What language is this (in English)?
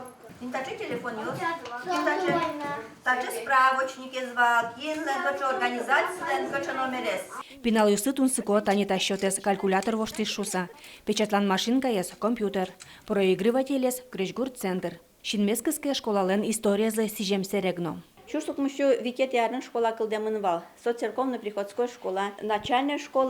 Udmurt